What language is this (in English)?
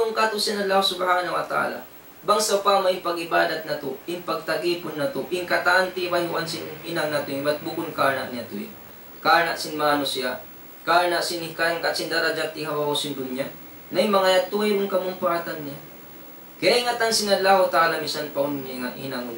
Tausug